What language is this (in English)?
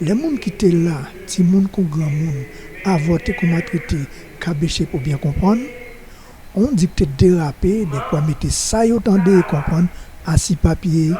Guadeloupean Creole French